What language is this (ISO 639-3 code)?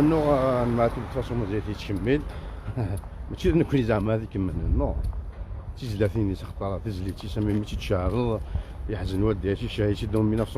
kab